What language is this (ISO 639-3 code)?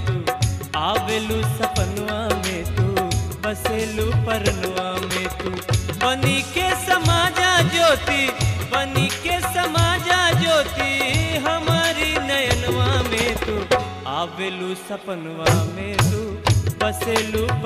bho